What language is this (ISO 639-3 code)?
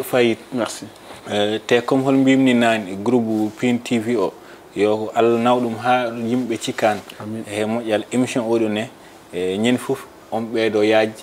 ful